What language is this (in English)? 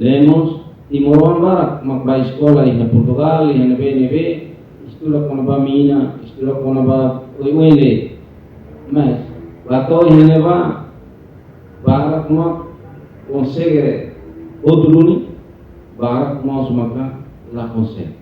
Tetum